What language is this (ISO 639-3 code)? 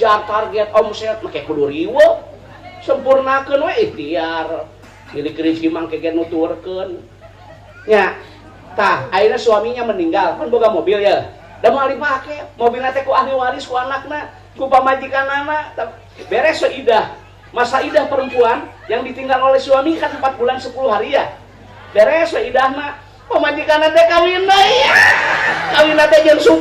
sun